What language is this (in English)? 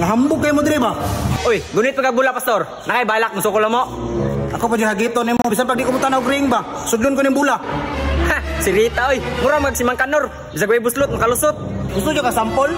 Cebuano